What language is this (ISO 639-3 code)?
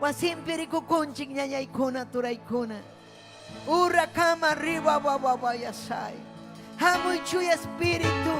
quy